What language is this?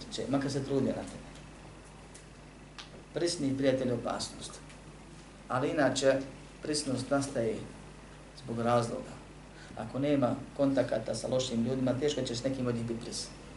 Bosnian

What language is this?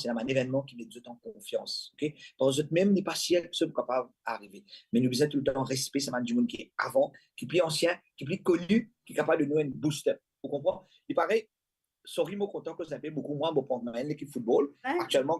Morisyen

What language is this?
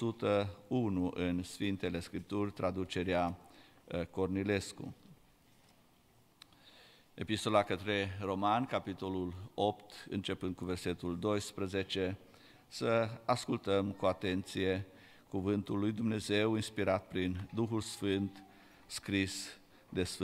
Romanian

